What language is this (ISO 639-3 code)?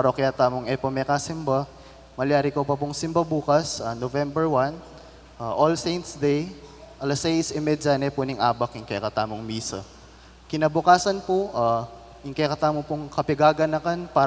pam